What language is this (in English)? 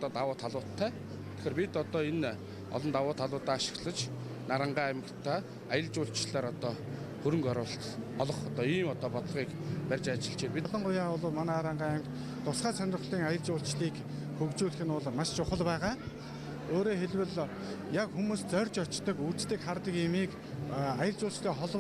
Mongolian